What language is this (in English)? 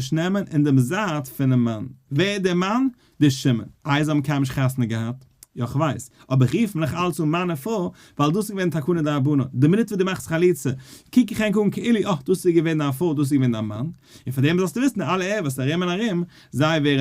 Yiddish